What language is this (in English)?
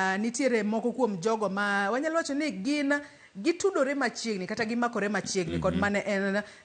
Luo (Kenya and Tanzania)